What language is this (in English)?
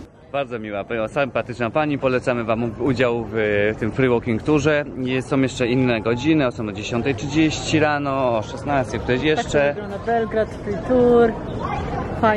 Polish